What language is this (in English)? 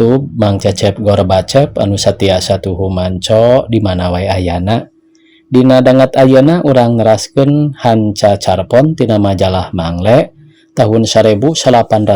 Sundanese